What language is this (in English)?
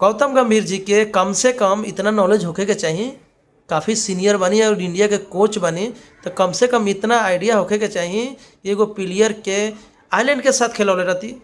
Bhojpuri